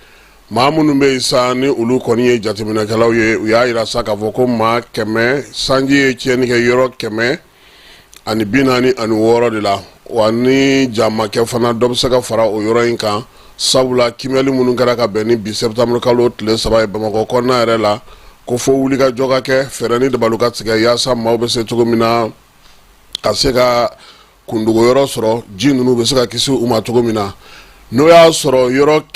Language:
Bambara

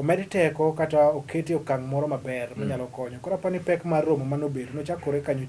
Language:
Luo (Kenya and Tanzania)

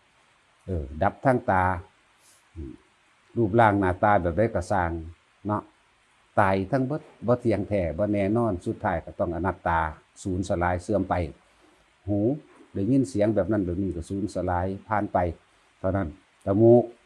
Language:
Northeastern Thai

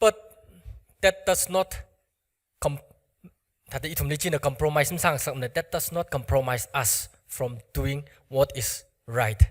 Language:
Tangkhul Naga (India)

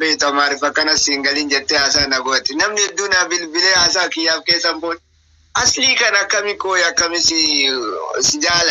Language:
Oromo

